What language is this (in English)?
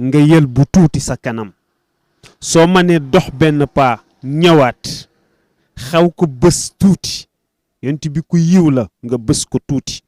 Wolof